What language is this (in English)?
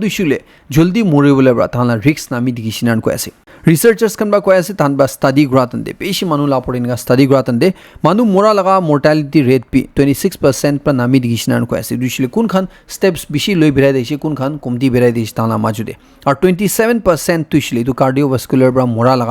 Naga Pidgin